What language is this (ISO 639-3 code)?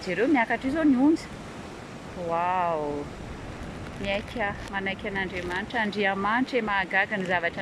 mlg